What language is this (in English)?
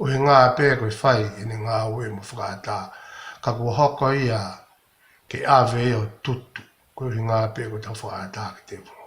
Tongan